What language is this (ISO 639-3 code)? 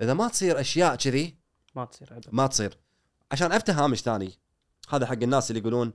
afb